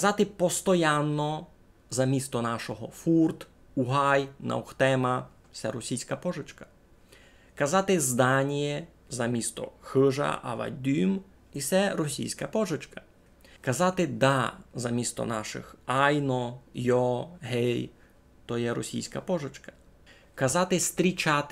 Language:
Rusyn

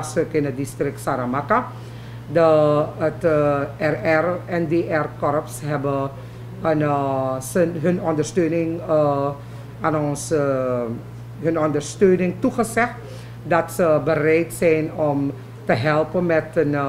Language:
Dutch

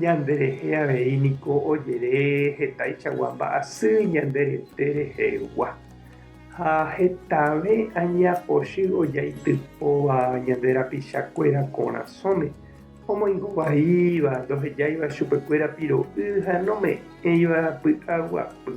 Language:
Guarani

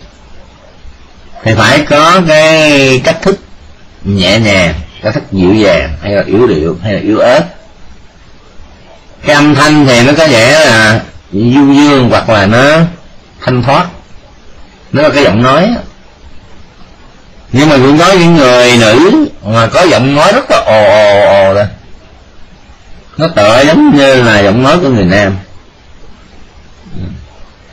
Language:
Vietnamese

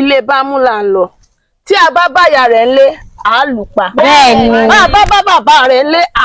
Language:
Yoruba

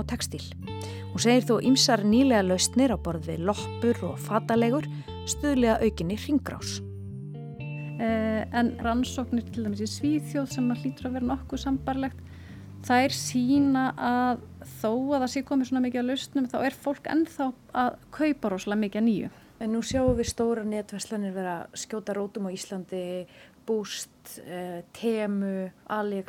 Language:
Icelandic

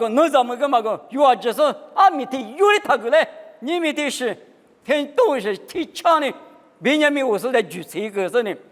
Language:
Lisu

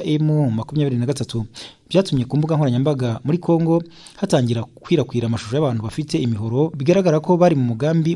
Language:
Kinyarwanda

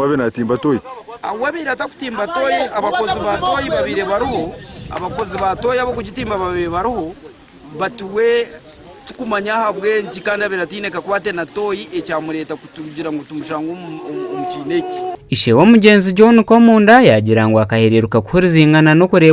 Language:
Nyankole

